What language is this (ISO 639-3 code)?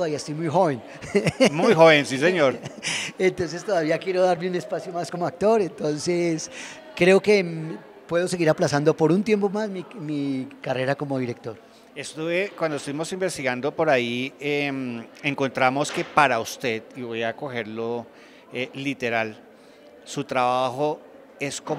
spa